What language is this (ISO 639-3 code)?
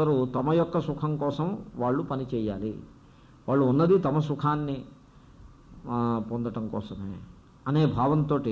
tel